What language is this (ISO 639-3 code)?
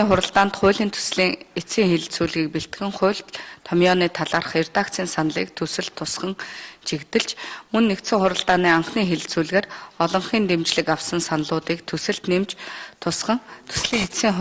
mon